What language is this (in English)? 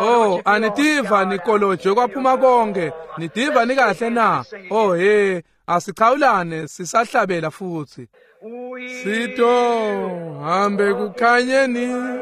Swati